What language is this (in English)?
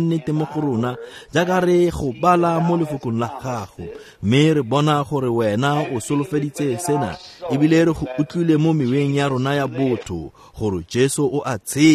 Tswana